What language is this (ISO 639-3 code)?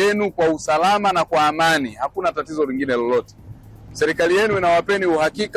swa